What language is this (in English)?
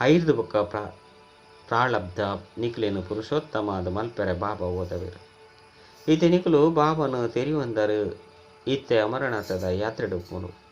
Tulu